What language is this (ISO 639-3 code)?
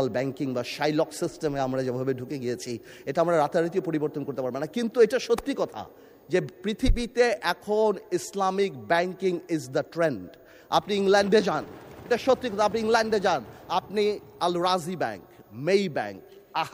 ben